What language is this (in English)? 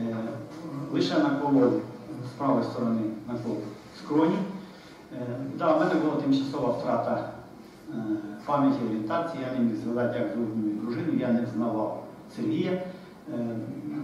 Ukrainian